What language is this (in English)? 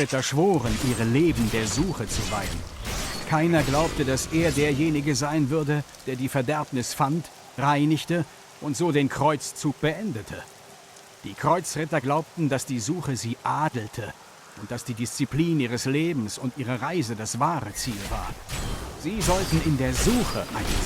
Swiss German